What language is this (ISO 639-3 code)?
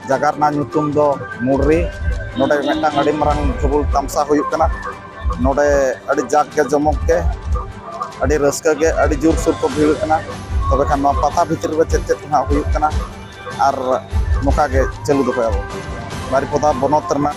sat